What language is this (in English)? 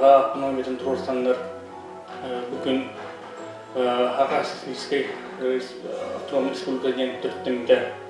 Yakut